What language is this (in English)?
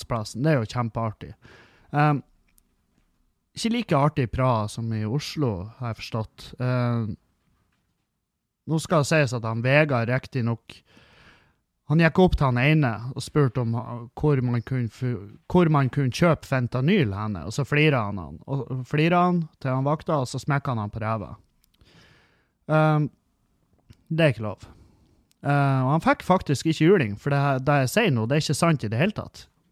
Norwegian